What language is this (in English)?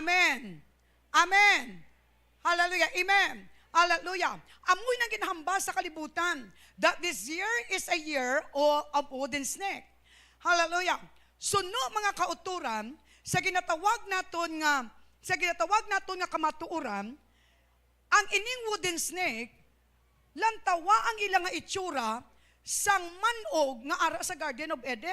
Hiligaynon